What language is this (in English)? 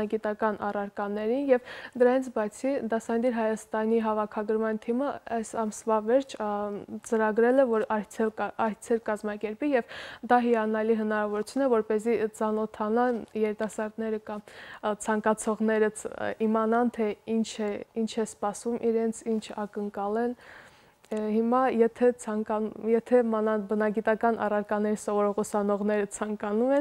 Armenian